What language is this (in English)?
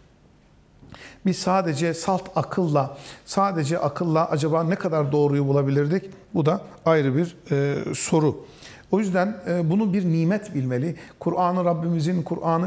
Turkish